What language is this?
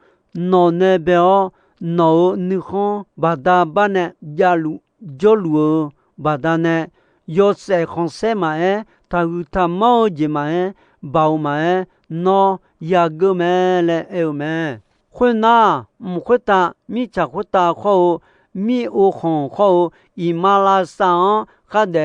Akha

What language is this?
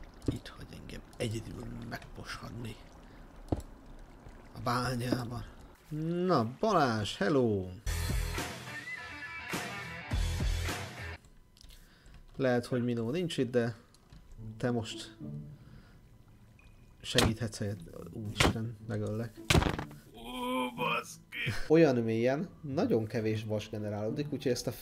Hungarian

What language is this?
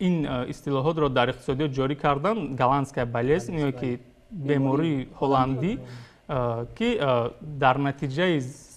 Tajik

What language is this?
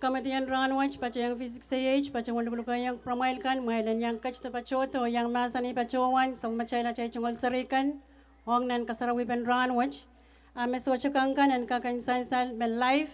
Pohnpeian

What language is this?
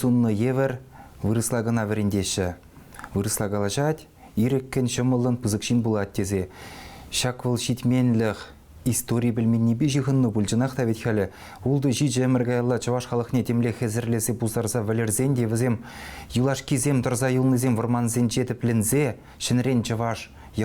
Chuvash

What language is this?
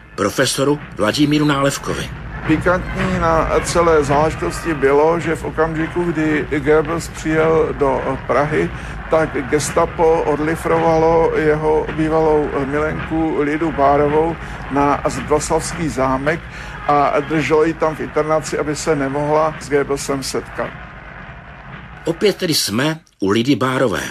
Czech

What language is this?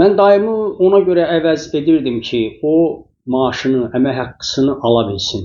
Azerbaijani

